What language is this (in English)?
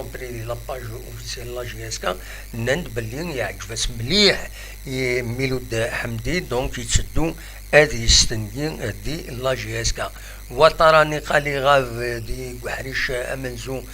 Kabyle